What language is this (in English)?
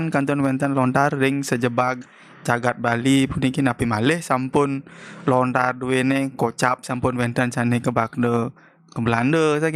Balinese